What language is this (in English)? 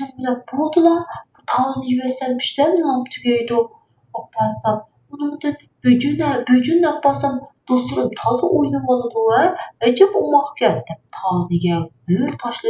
Uyghur